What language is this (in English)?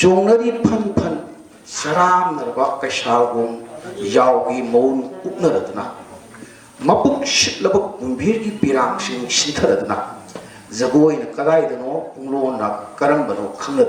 Manipuri